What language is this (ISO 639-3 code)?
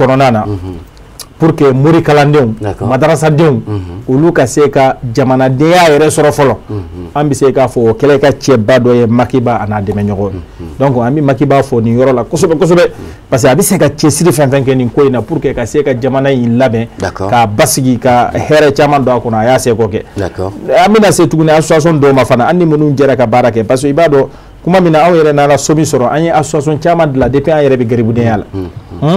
bam